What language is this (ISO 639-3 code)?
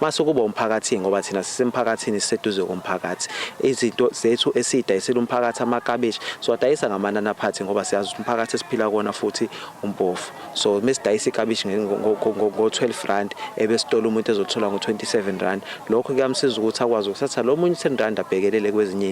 zul